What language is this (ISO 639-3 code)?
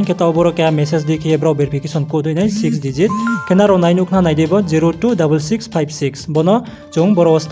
ria